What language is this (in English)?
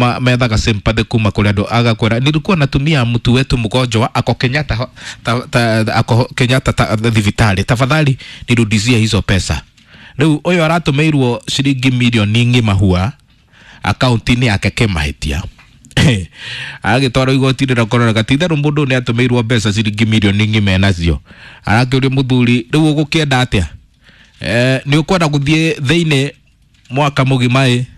Kikuyu